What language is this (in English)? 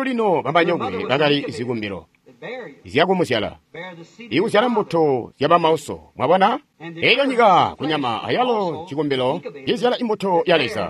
Tonga (Zambia)